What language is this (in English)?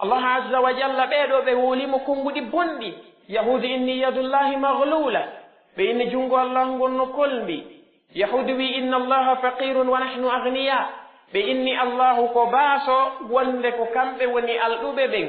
Pular